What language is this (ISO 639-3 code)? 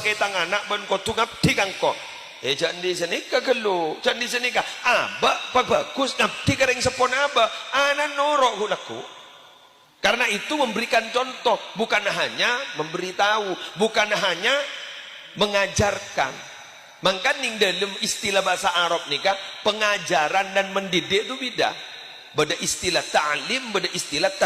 mad